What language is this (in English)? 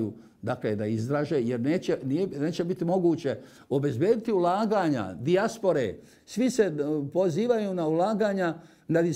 Bosnian